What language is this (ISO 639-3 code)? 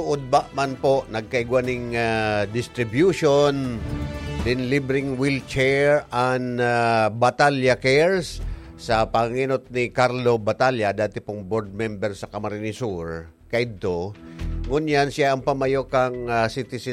bik